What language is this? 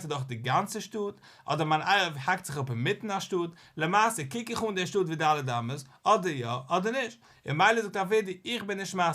Yiddish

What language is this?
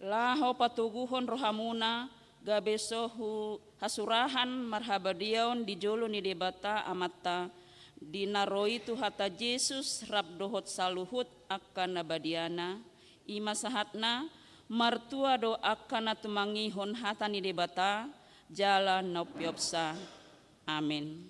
Batak Toba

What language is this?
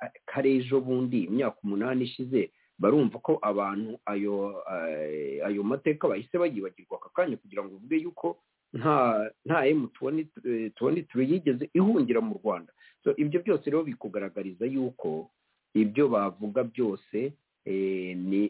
Kinyarwanda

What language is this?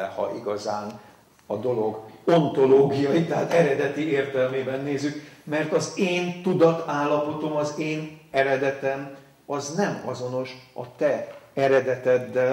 Hungarian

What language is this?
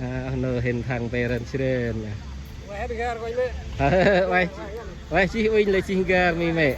Central Mnong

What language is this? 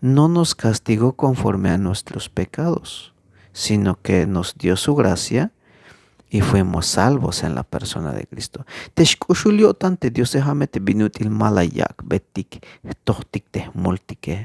Tzeltal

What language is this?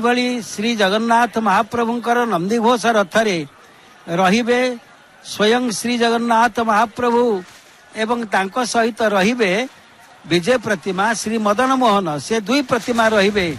Odia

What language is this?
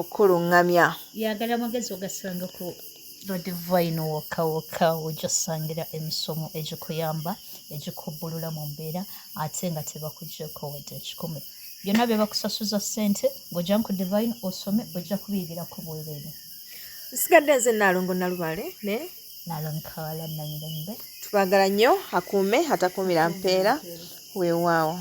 Ganda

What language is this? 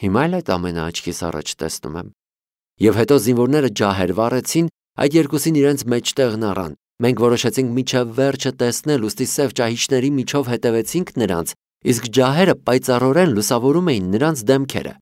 Armenian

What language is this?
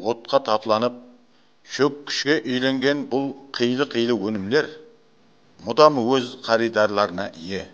Kara-Kalpak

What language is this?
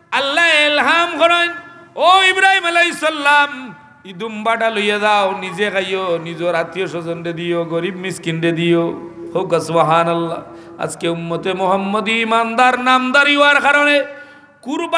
Sylheti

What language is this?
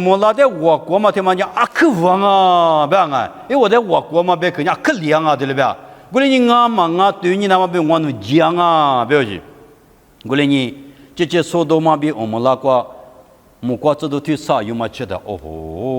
Lisu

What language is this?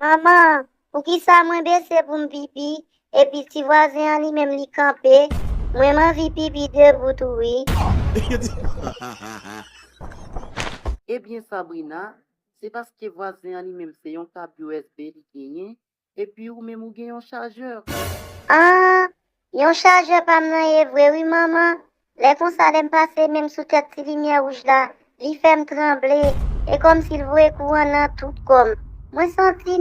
Haitian Creole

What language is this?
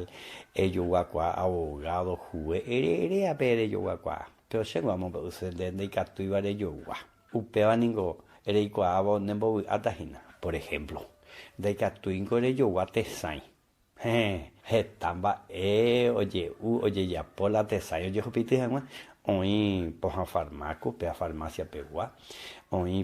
Guarani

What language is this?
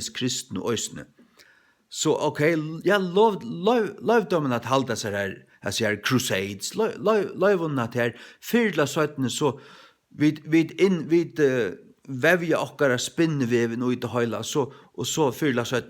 Faroese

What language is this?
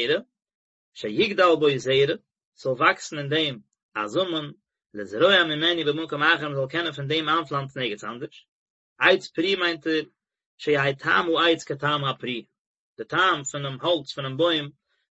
Yiddish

